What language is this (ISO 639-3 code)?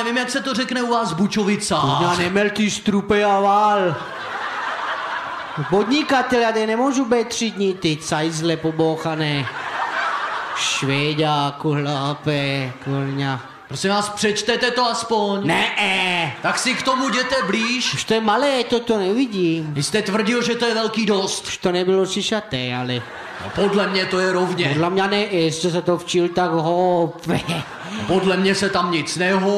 ces